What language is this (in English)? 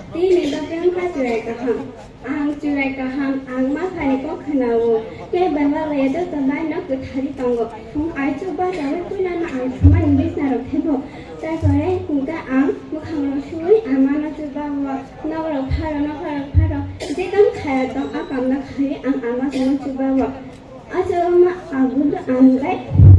Kok Borok